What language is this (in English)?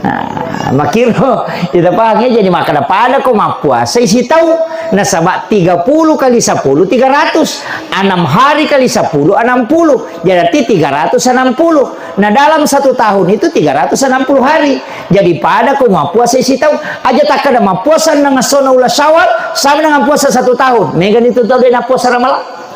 Buginese